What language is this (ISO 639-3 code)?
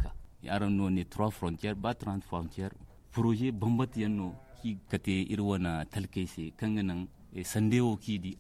dje